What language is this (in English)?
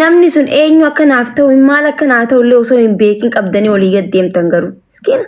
Oromo